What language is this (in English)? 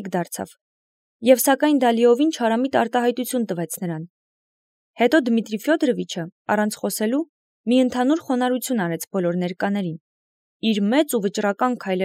Armenian